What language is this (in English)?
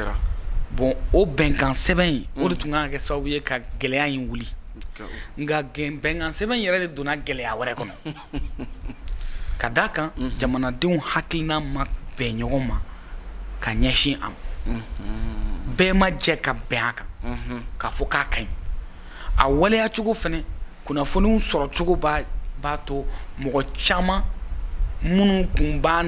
Bambara